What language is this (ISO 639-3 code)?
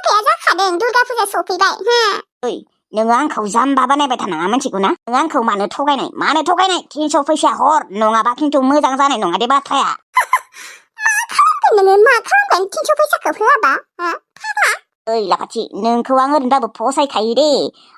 brx